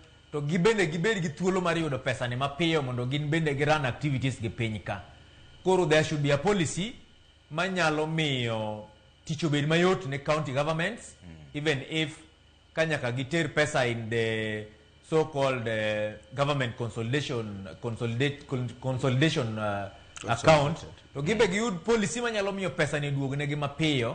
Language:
Luo (Kenya and Tanzania)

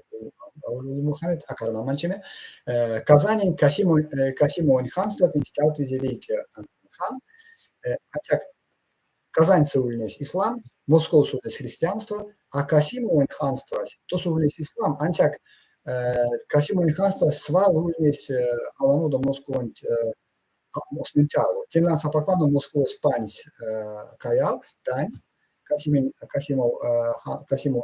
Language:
Erzya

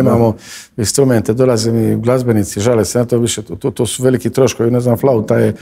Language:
Croatian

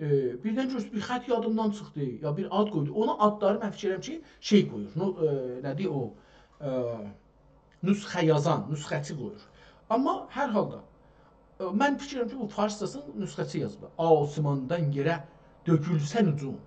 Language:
South Azerbaijani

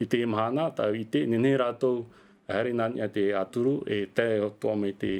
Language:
Tahitian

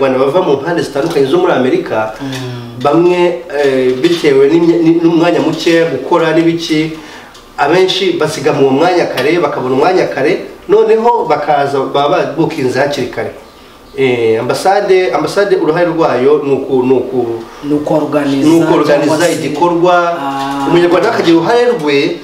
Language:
Kinyarwanda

